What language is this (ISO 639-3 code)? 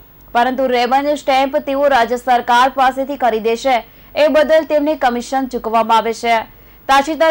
guj